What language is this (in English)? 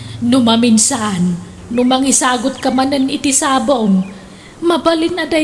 Iloko